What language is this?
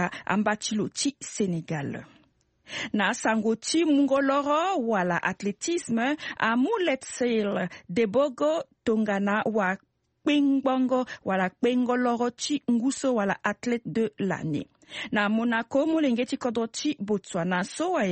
Sango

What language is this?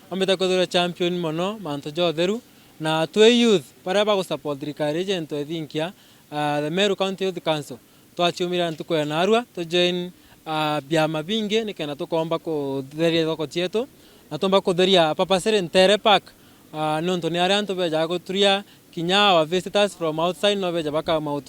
Meru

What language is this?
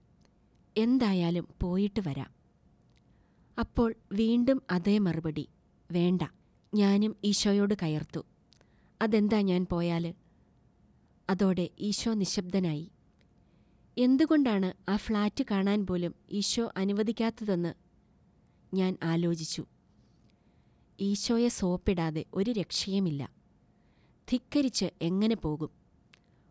Malayalam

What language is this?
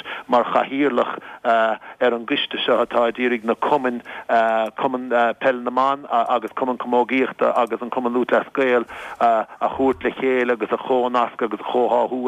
Irish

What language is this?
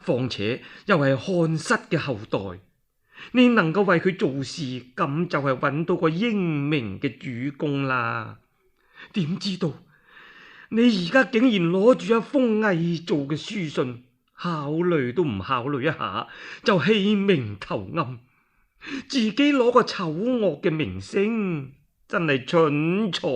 Cantonese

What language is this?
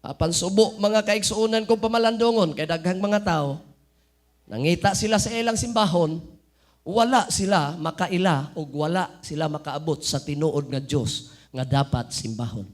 Cebuano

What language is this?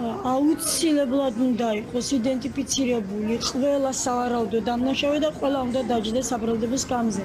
Georgian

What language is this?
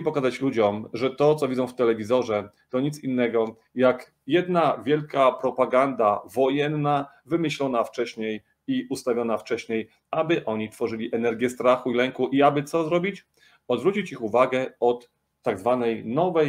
Polish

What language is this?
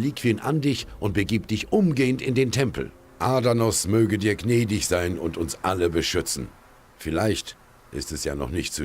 Bavarian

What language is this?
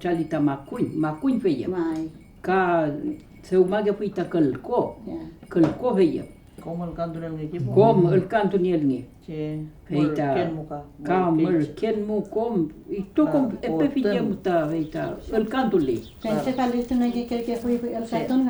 Mapuche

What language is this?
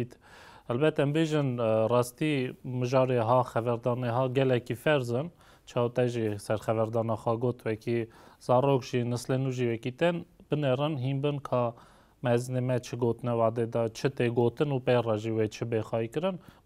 Kurdish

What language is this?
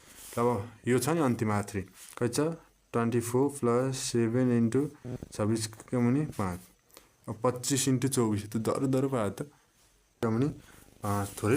Nepali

